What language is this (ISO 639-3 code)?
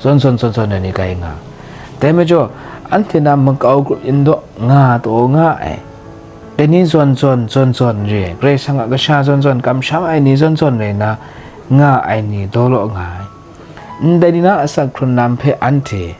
kac